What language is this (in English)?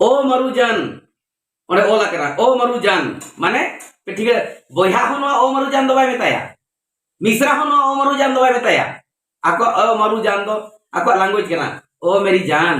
Santali